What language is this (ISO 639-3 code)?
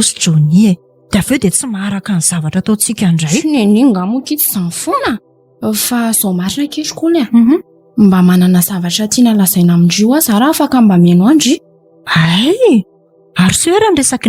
mlg